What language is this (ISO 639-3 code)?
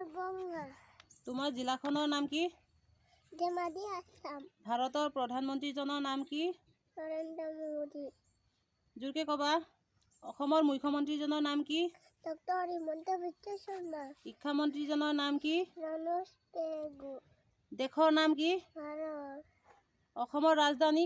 asm